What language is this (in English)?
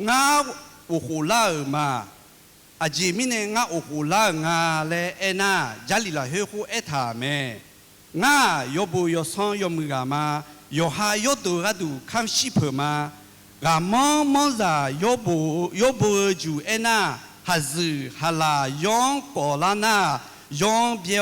Akha